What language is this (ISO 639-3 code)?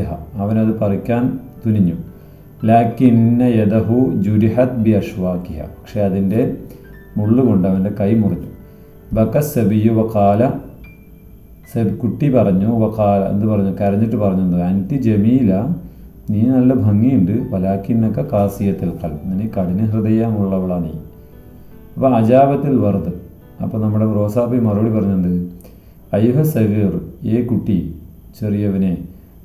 mal